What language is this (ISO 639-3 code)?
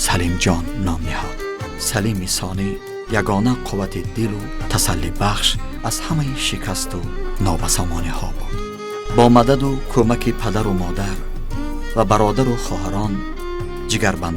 tgk